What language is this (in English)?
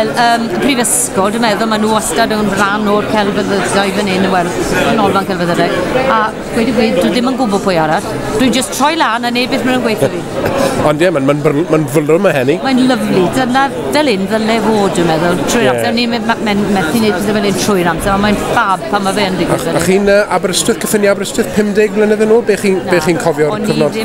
Welsh